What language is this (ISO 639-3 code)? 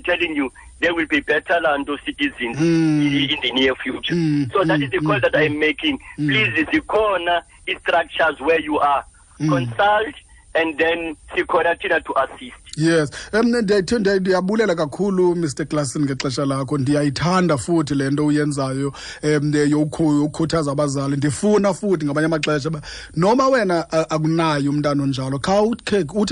xho